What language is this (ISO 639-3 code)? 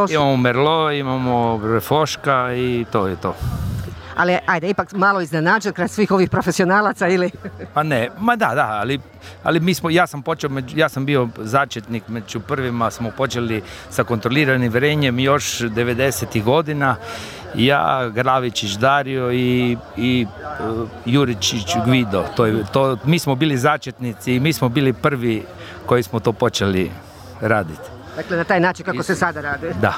hrv